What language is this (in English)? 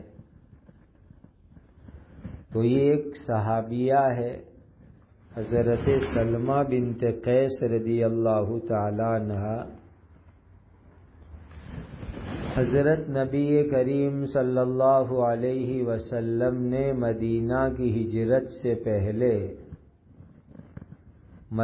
Urdu